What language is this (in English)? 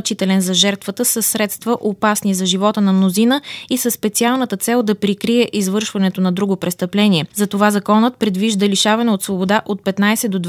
Bulgarian